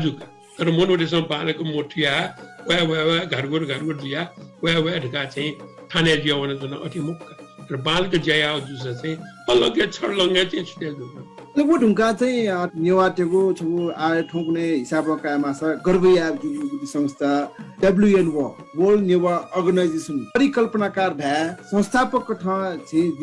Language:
Newari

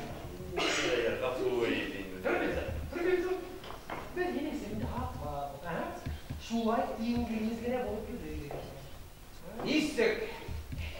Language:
Bashkir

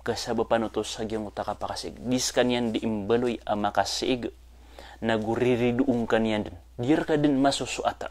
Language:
Maranao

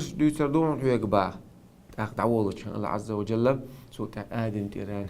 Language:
Chechen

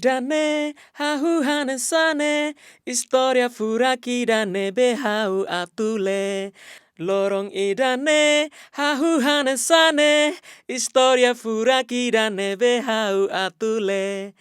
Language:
Tetum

